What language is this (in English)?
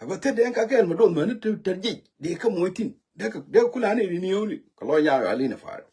Nuer